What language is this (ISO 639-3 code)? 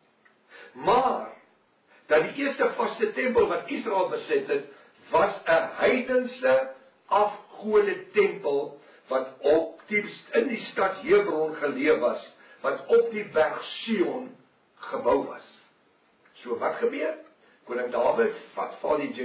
afr